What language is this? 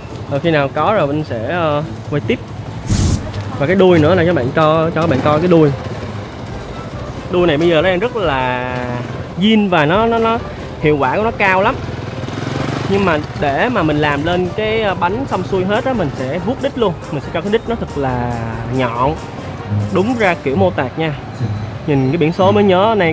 Vietnamese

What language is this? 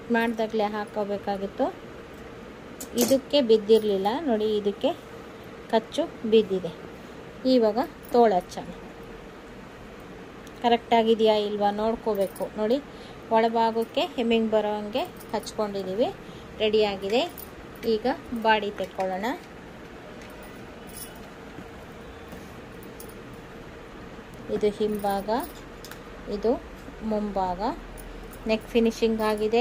Kannada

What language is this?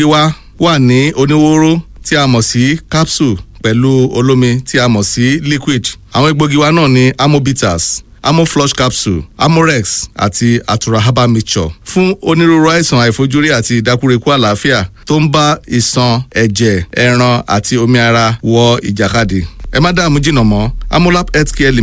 Yoruba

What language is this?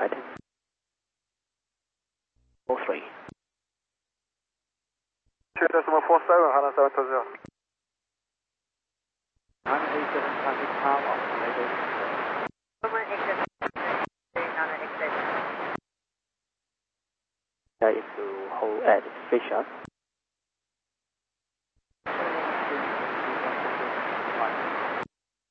English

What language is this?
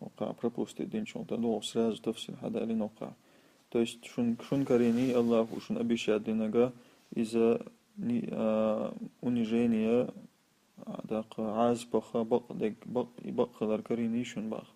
Chechen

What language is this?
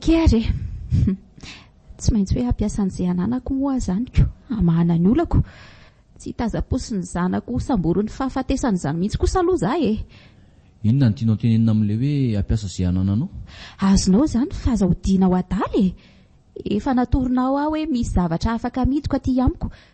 Malagasy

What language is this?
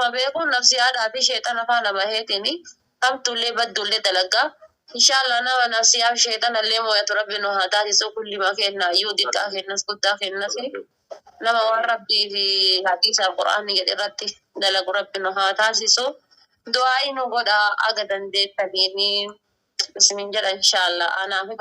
Oromo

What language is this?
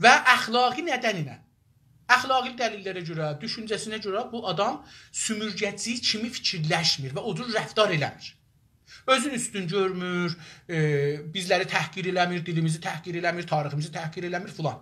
South Azerbaijani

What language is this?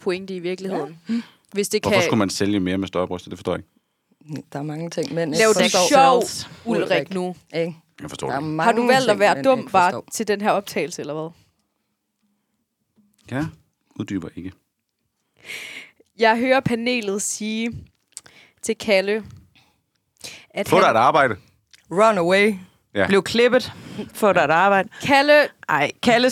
Danish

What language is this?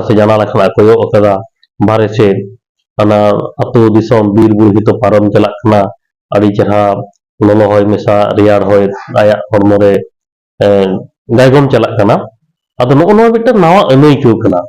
Santali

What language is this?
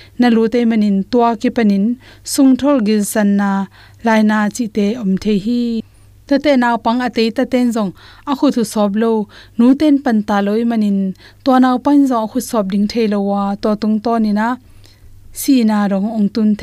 Tedim Chin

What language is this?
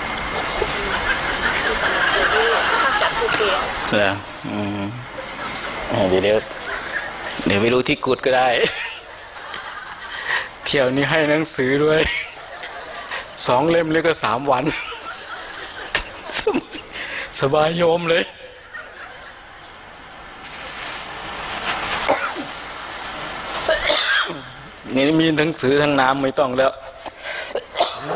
Thai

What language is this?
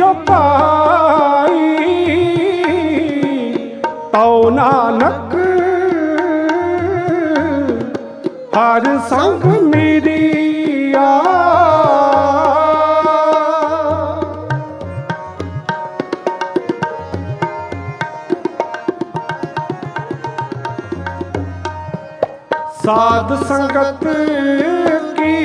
Punjabi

